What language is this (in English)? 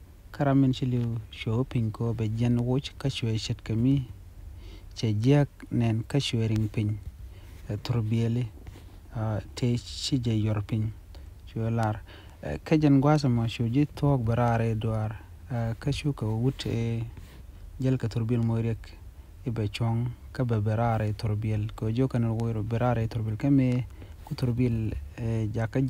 Nuer